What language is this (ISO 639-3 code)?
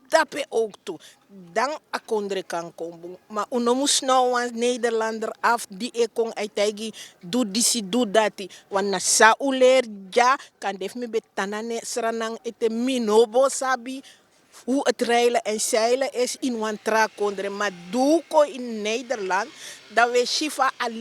srn